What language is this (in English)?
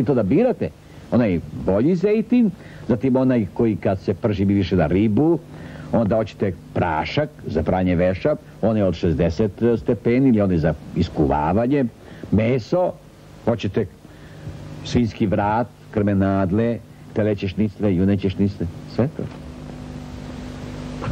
Serbian